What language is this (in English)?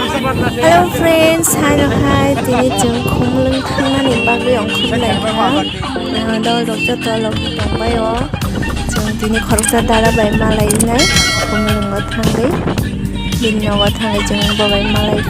Kok Borok